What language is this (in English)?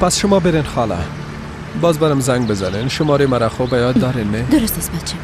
Persian